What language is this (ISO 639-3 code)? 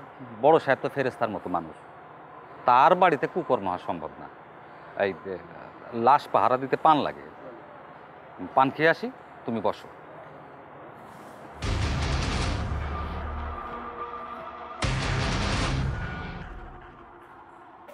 ben